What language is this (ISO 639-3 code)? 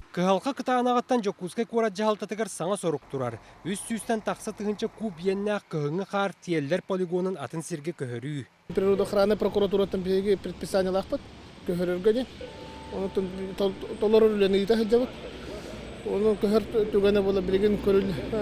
sah